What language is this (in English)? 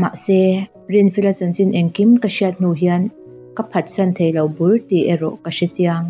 Mizo